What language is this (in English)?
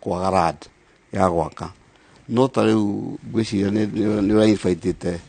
Kikuyu